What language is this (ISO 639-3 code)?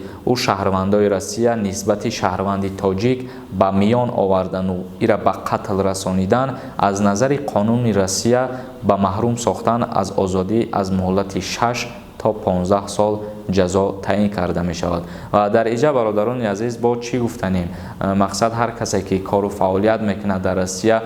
tgk